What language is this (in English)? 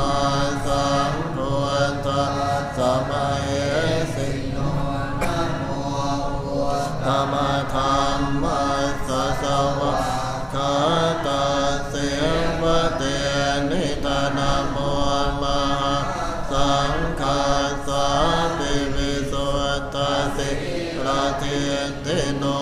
Pali